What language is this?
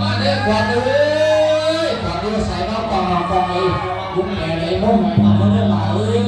Northeastern Thai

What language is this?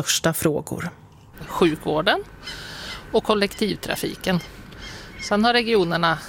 Swedish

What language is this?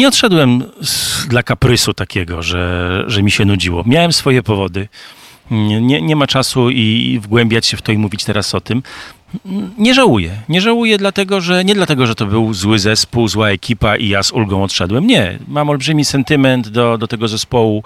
Polish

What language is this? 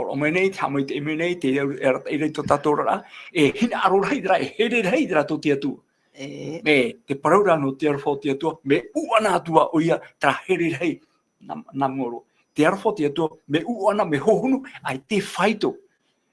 Tahitian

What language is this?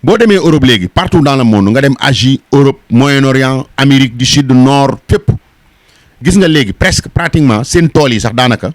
Wolof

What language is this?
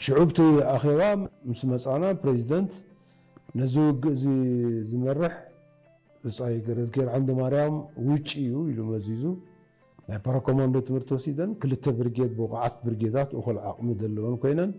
Tigrinya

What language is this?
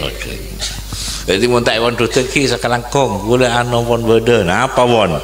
Madurese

